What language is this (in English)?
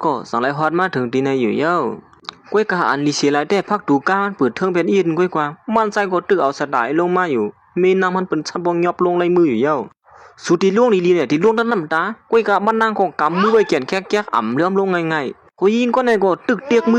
Shan